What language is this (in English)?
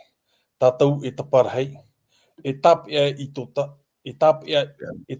Tahitian